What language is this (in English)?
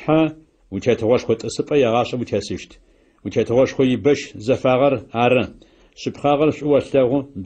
Adyghe